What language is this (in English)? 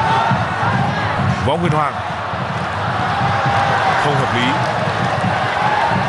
Vietnamese